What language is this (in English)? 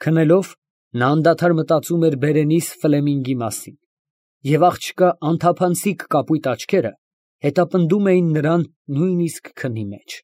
Armenian